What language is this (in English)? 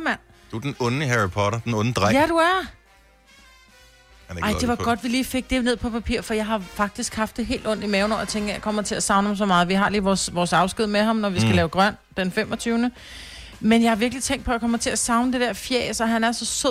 Danish